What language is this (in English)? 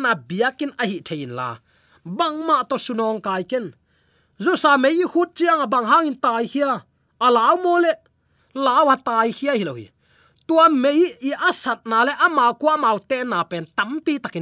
Tedim Chin